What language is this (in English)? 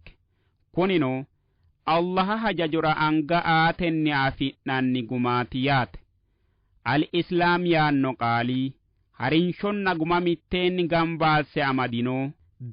Sidamo